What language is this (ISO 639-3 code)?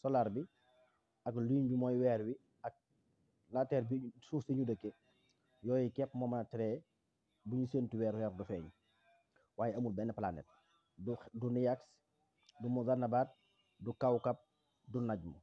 wol